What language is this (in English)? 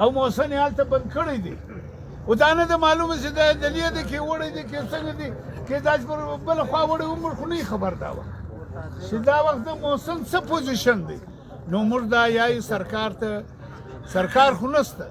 Pashto